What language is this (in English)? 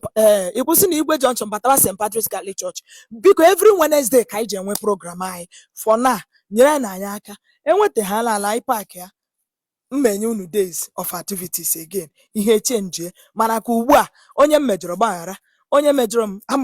Igbo